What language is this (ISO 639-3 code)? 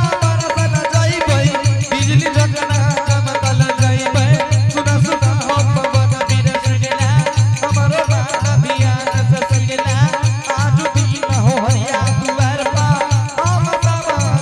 anp